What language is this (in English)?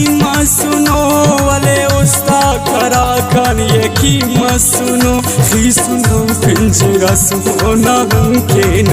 Brahui